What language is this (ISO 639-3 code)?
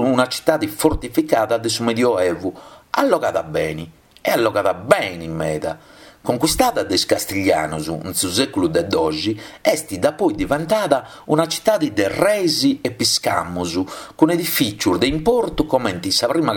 srd